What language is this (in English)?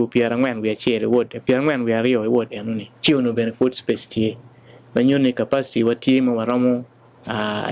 Acoli